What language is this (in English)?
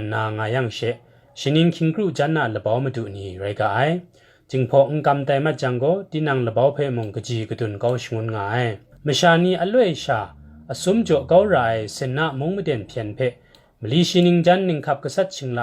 Kachin